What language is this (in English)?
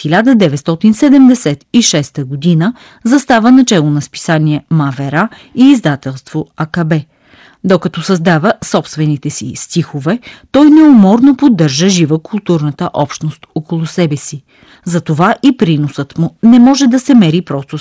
Bulgarian